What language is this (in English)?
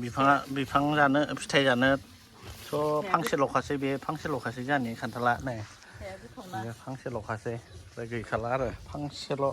Bodo